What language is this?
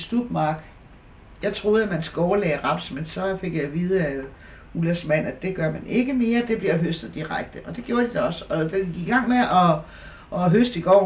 Danish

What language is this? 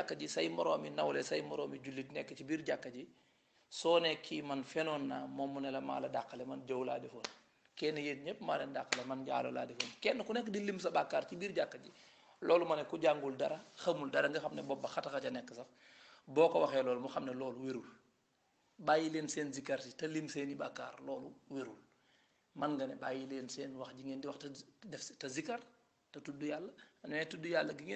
Wolof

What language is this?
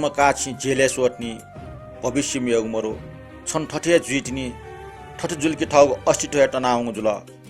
Newari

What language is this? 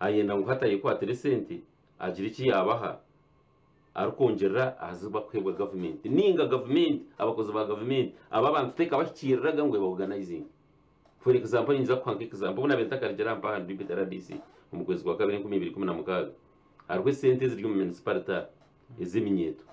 Nyankole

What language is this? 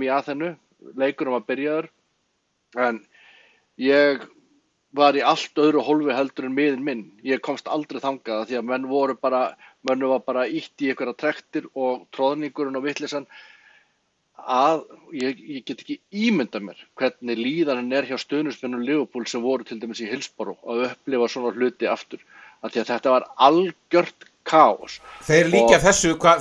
Icelandic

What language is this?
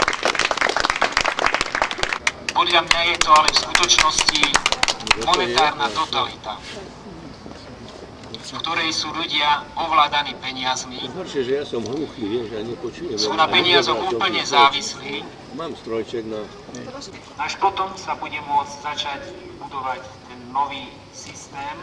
Slovak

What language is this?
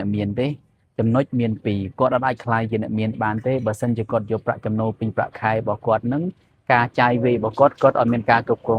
Khmer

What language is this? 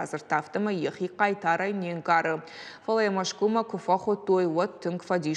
Ossetic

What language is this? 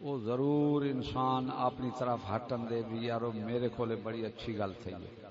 Saraiki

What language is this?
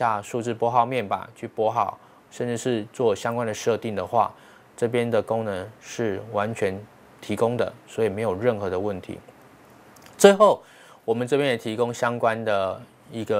Chinese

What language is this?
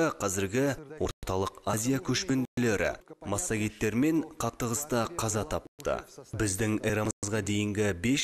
Kazakh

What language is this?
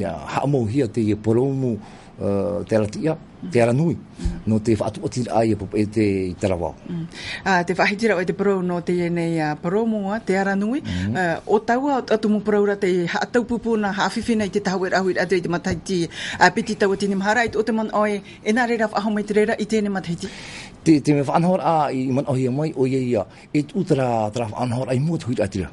Tahitian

